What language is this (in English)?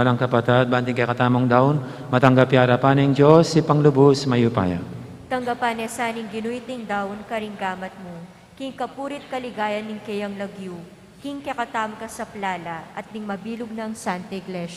Pampanga